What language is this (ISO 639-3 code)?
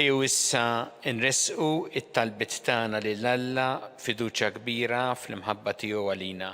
mlt